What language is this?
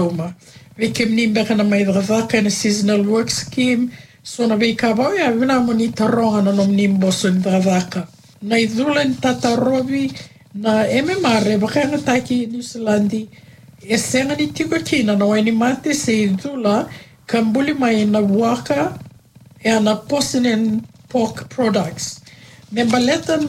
Fijian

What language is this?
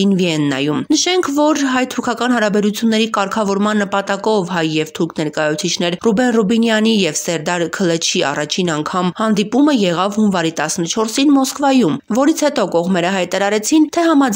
Armenian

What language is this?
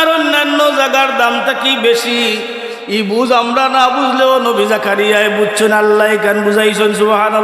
Sylheti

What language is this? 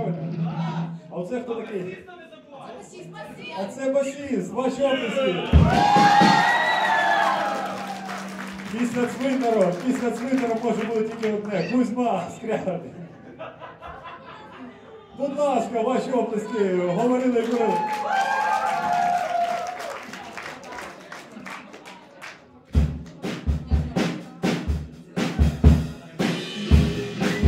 Ukrainian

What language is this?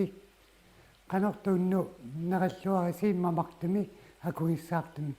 Kalaallisut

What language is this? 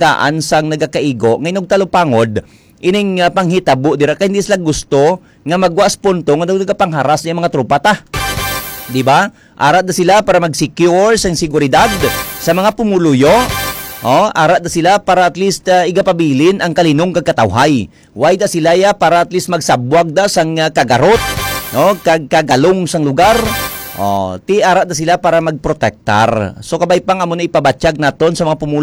Hiligaynon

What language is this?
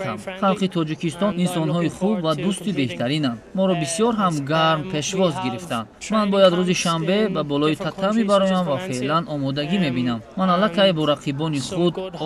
Tajik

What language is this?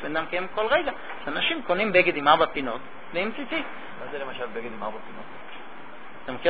Hebrew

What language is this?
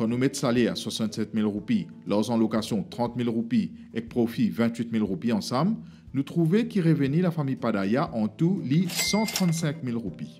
Morisyen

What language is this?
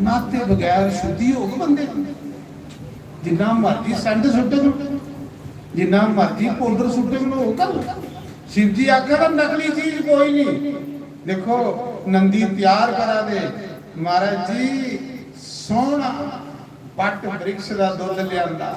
Dogri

